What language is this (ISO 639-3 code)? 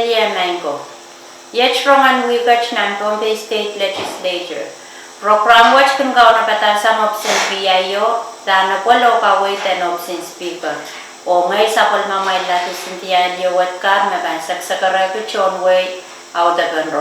pon